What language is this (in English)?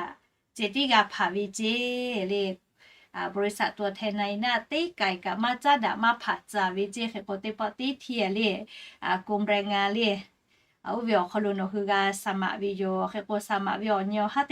Lahu